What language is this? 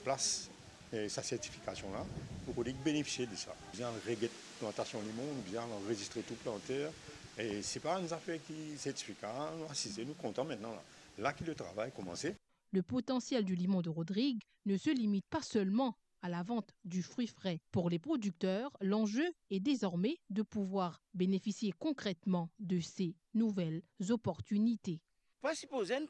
Morisyen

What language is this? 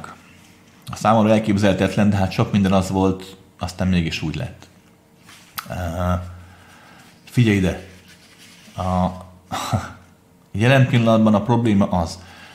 Hungarian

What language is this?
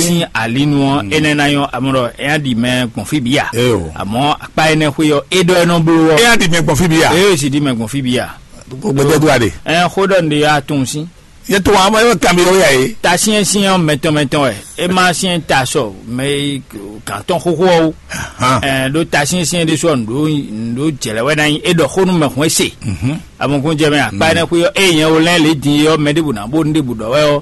Fon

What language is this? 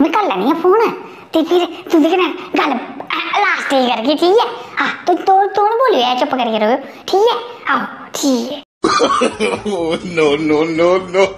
Dogri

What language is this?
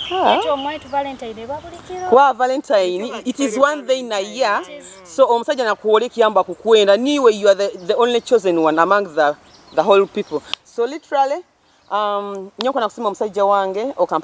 Nyoro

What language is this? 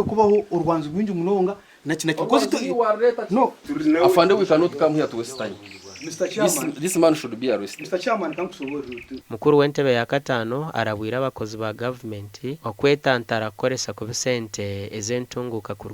Nyankole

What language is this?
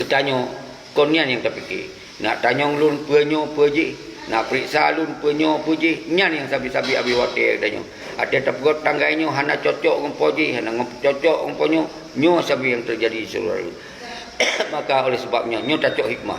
Achinese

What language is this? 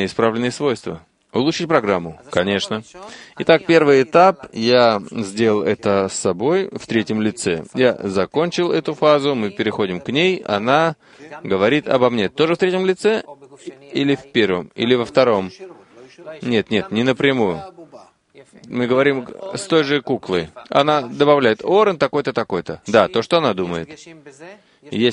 Russian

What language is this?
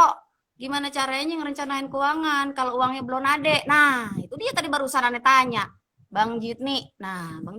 Betawi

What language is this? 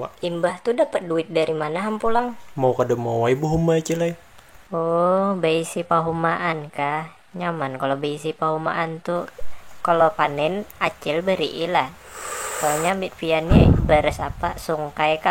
Banjar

